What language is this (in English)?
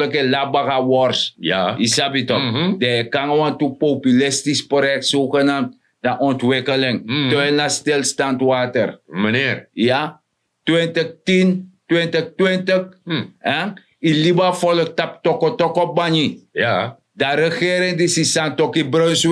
Sranan Tongo